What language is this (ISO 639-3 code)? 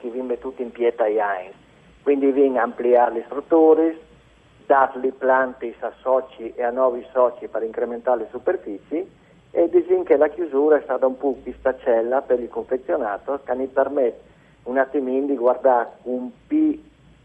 fur